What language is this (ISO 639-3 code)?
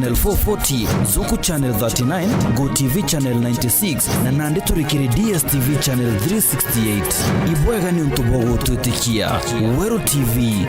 mer